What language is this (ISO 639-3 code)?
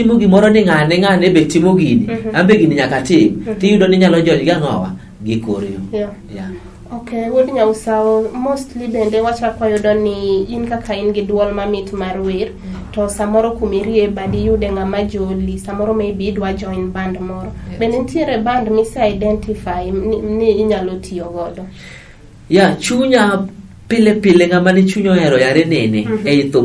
luo